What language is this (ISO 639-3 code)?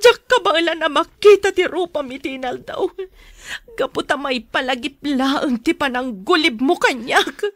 ilo